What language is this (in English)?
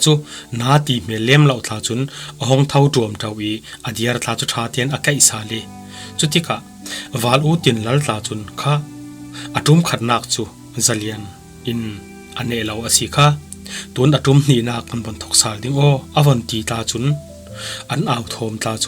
Falam Chin